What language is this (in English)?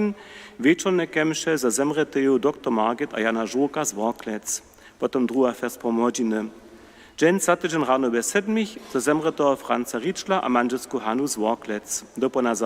Upper Sorbian